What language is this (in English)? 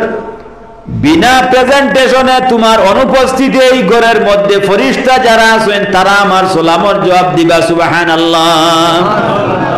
Sylheti